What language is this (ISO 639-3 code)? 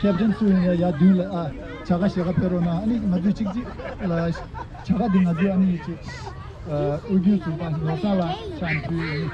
bod